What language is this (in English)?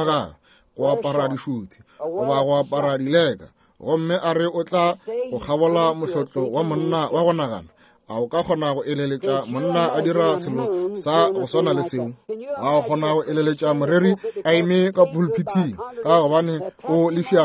Northern Sotho